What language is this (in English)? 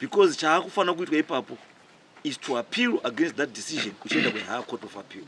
Shona